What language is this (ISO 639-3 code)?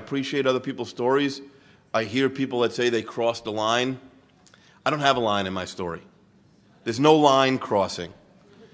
eng